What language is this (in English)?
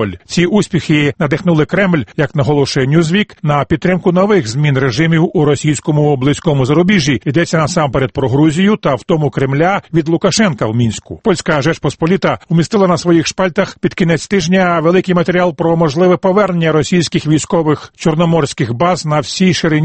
Ukrainian